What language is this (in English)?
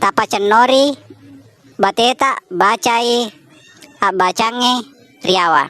Buginese